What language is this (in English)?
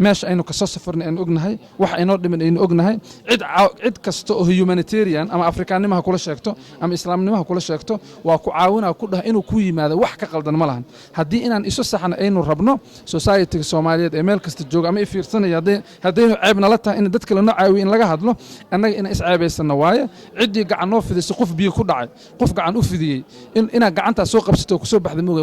Somali